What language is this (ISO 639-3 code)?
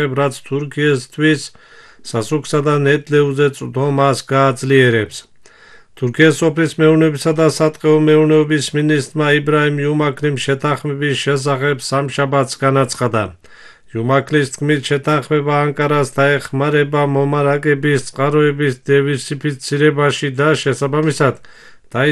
kat